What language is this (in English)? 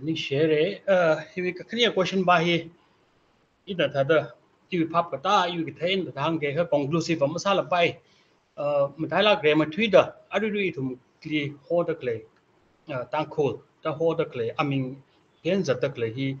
Tangkhul Naga (India)